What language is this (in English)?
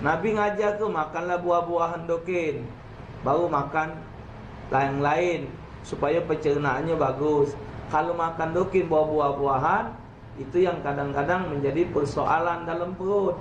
Musi